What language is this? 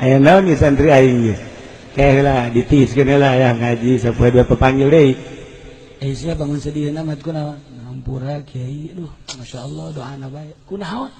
Sundanese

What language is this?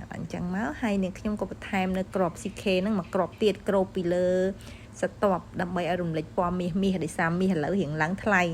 Khmer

